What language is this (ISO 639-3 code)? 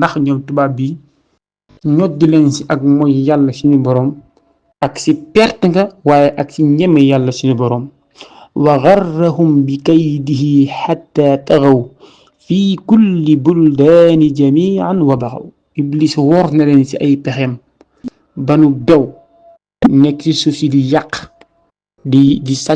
wol